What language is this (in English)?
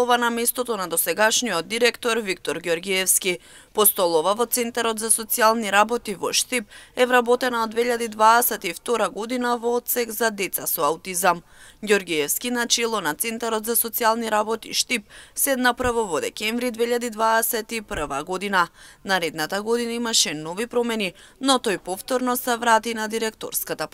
Macedonian